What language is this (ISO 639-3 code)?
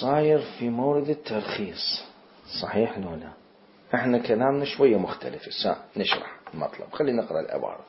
acm